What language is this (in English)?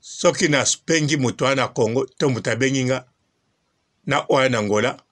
Lingala